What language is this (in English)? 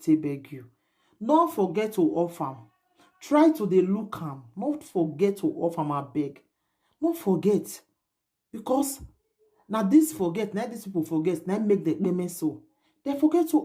Nigerian Pidgin